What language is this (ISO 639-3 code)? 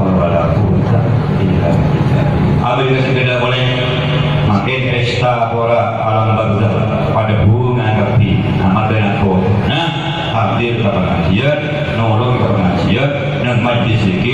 mad